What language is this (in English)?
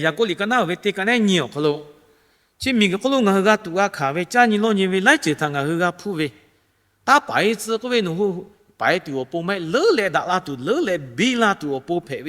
Lahu